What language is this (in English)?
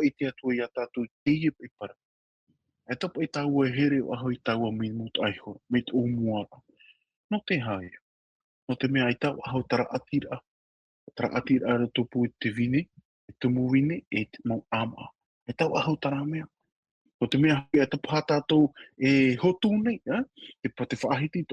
Tahitian